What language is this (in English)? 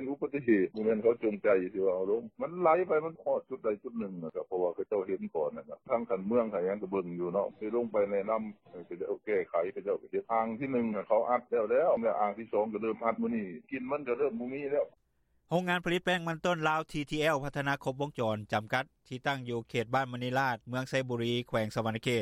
Lao